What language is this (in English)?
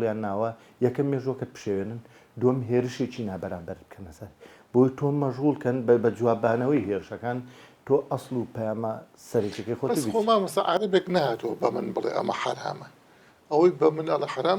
Central Kurdish